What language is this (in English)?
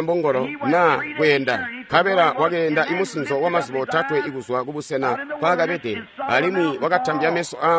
Tonga (Zambia)